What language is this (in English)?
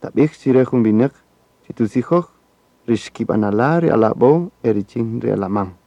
Kaqchikel